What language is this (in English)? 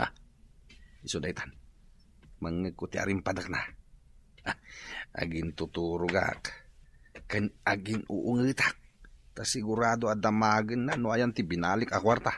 Iloko